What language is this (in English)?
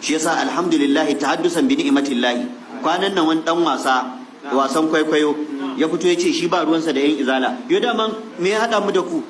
Hausa